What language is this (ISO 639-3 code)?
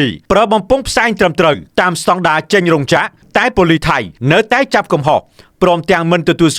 khm